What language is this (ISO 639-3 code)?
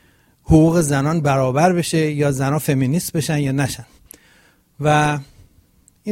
fas